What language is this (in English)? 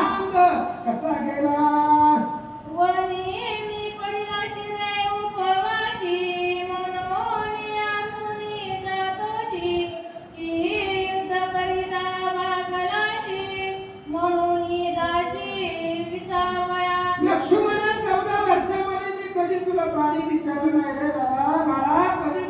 Marathi